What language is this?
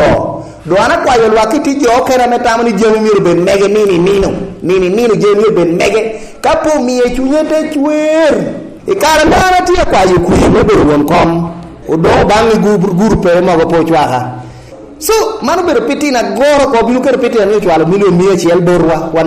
Lango (Uganda)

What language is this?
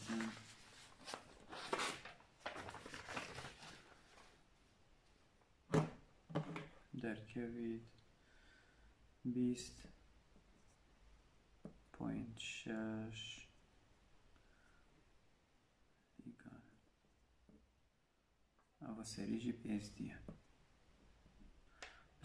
Persian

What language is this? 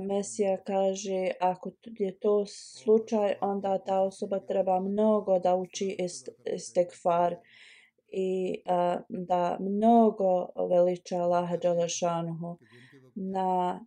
Bosnian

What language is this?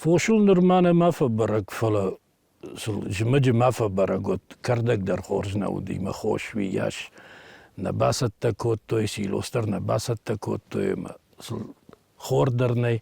Ossetic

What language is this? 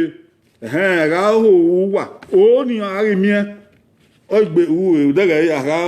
Bini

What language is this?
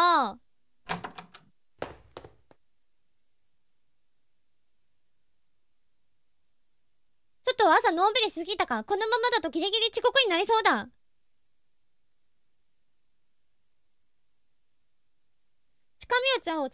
Japanese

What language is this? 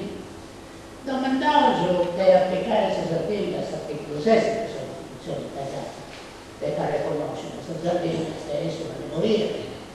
Sardinian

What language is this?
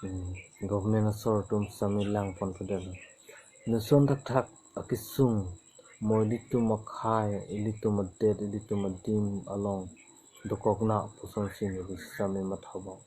Karbi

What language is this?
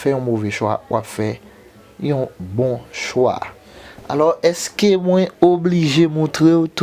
Haitian Creole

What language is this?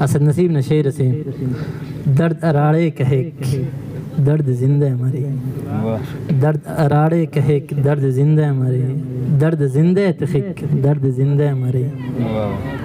Brahui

